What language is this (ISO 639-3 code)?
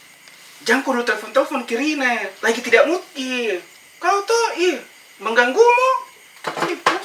mfp